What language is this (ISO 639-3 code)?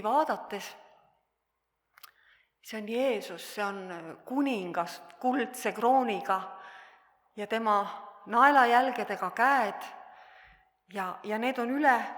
est